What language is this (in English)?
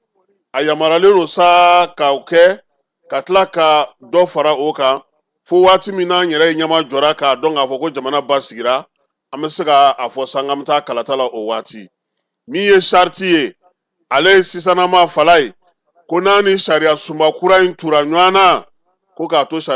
Bambara